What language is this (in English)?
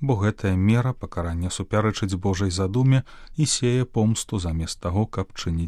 Belarusian